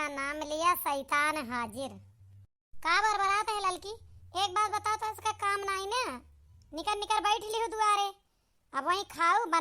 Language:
Awadhi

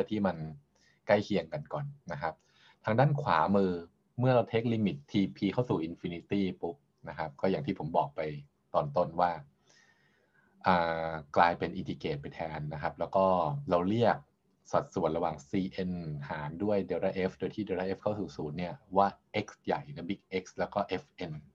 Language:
Thai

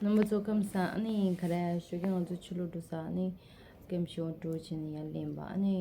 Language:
Tibetan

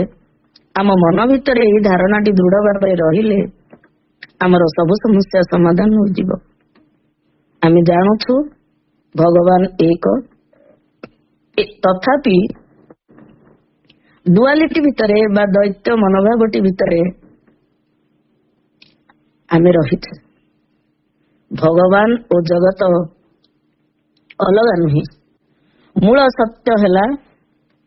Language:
Odia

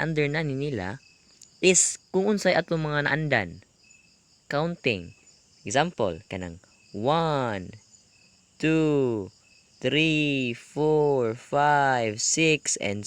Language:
Cebuano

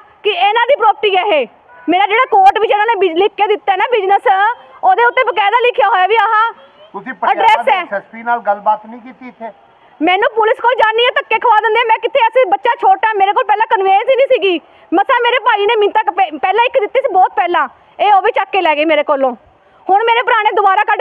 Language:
Punjabi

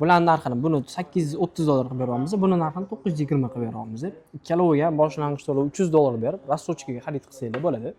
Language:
Uzbek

